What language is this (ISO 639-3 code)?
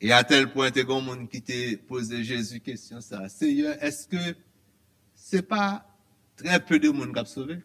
hat